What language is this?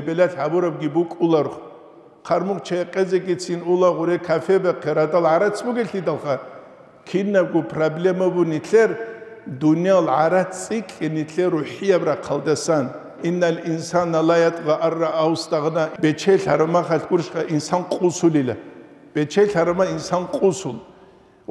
Avaric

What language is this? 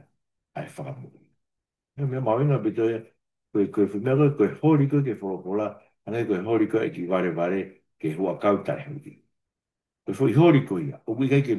Tongan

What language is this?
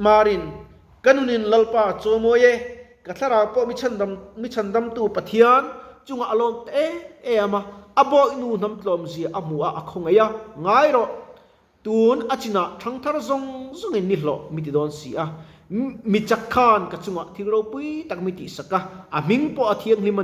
Mizo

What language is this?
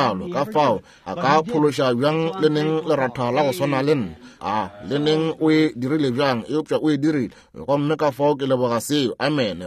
Northern Sotho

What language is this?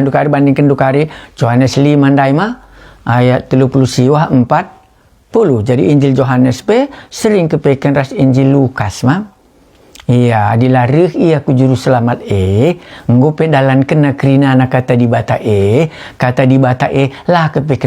Batak Karo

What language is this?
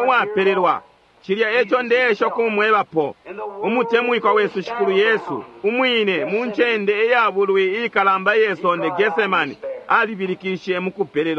Bemba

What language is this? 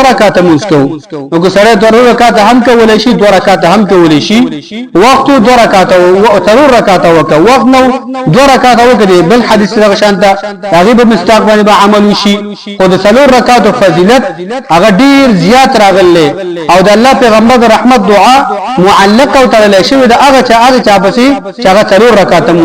Pashto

